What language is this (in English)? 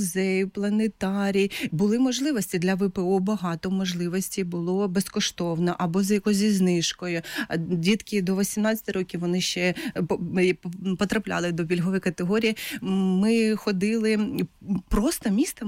Ukrainian